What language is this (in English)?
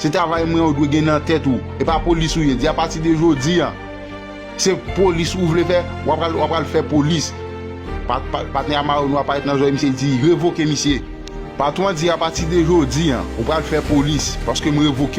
Haitian Creole